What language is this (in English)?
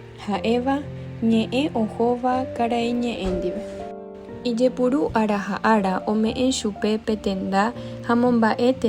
Guarani